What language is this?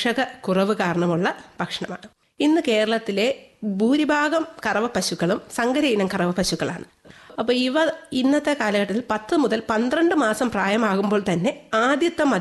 Malayalam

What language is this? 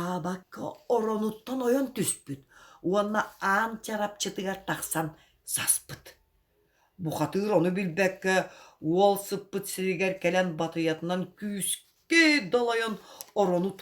Yakut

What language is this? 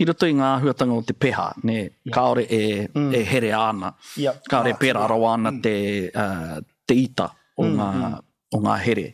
Māori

